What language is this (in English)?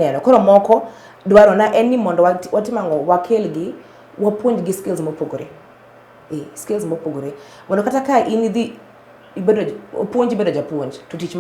Luo (Kenya and Tanzania)